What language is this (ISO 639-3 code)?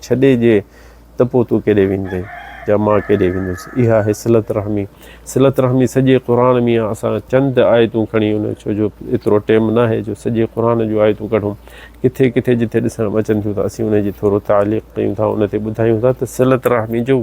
snd